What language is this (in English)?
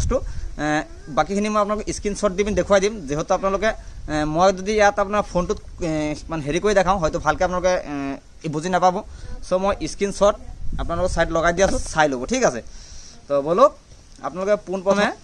Assamese